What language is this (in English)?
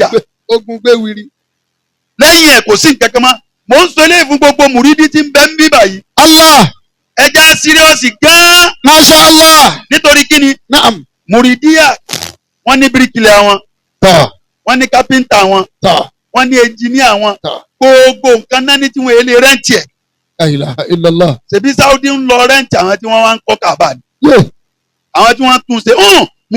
Yoruba